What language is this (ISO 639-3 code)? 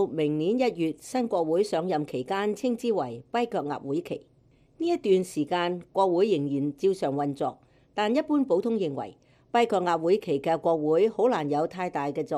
yue